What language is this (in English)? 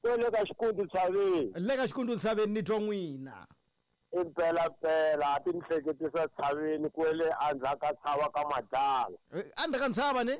Tsonga